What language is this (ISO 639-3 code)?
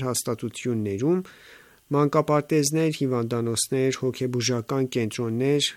hye